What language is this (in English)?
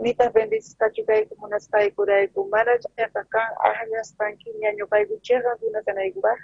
South Bolivian Quechua